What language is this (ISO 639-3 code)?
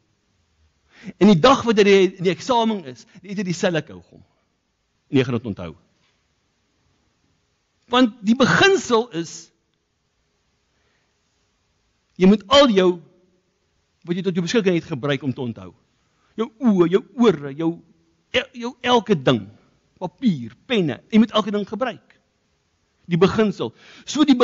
afr